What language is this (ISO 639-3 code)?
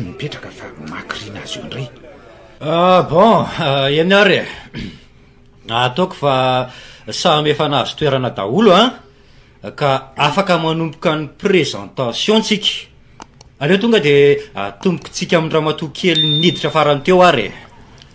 mlg